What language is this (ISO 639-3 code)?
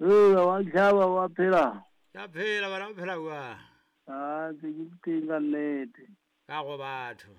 sot